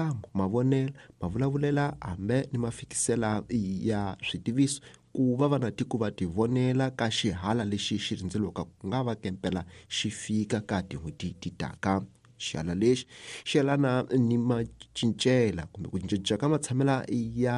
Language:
Tsonga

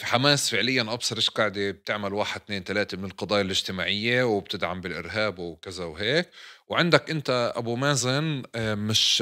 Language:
North Levantine Arabic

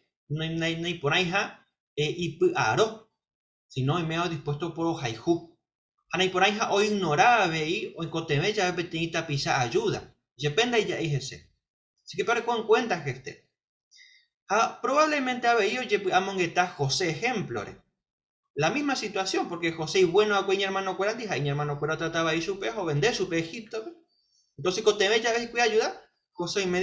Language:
Guarani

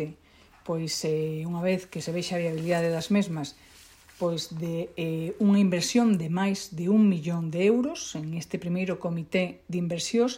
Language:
Galician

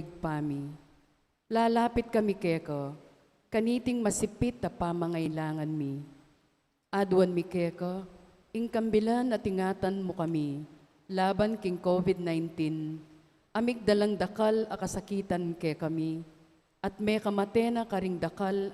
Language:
Pampanga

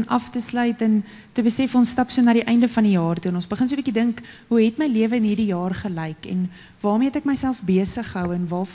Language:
Afrikaans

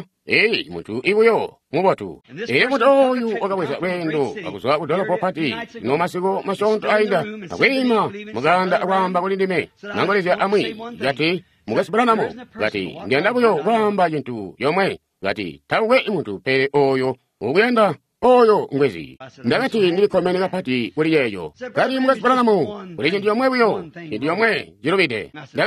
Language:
Tonga (Zambia)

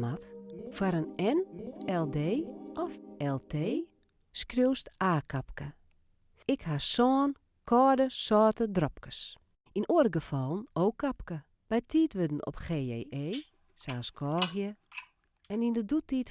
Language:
Western Frisian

